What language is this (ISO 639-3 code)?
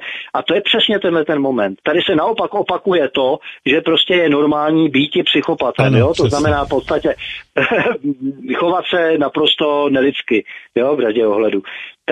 ces